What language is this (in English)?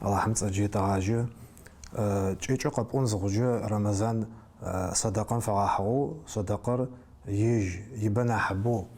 Adyghe